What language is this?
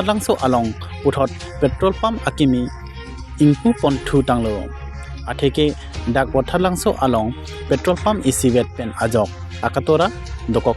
Karbi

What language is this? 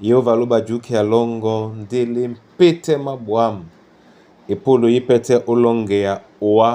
Duala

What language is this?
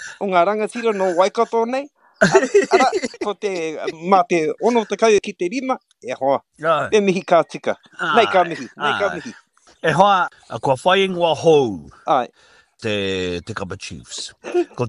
Māori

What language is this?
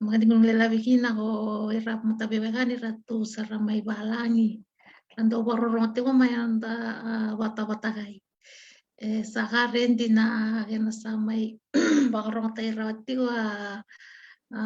Fijian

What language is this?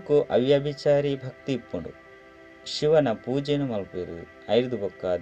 Tulu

